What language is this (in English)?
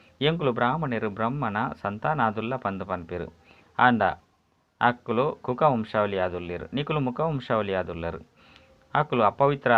Tulu